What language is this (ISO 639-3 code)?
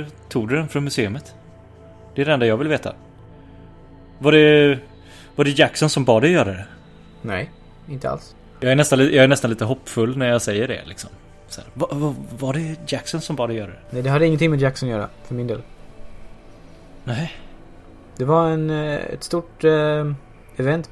swe